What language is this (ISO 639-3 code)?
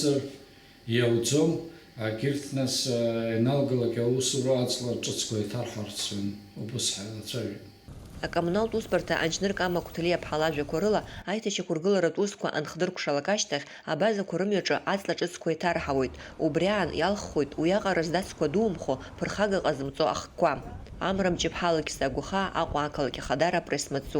abk